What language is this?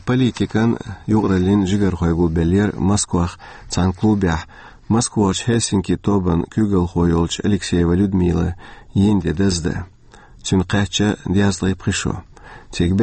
Chechen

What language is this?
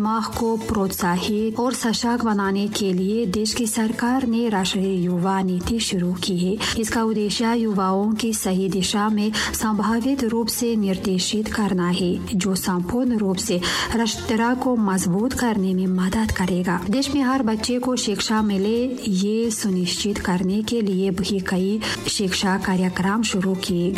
Hindi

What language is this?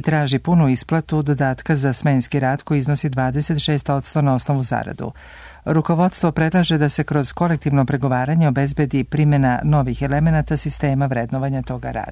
Serbian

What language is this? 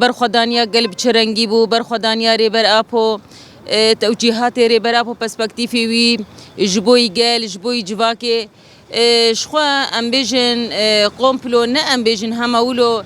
Kurdish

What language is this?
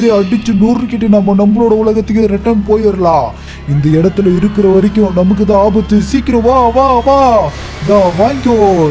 Tamil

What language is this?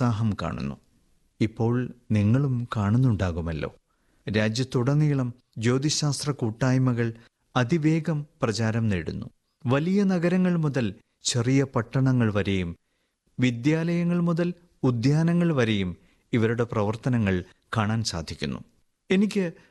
Malayalam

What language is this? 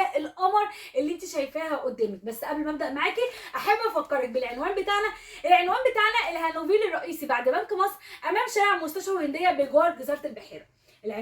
Egyptian Arabic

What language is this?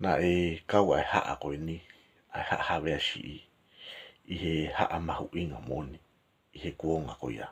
Tongan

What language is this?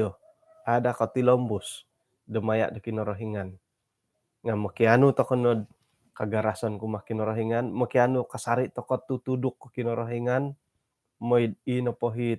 Central Dusun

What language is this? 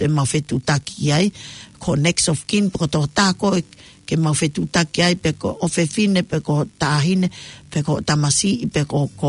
Tongan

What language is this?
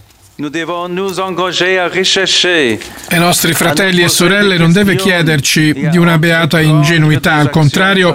Italian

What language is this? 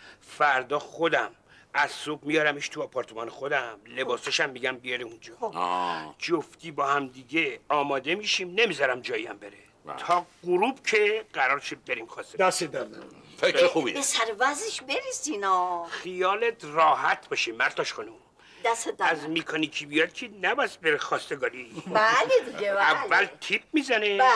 Persian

